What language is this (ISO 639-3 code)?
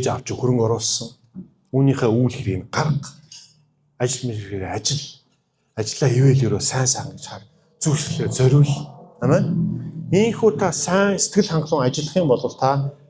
mon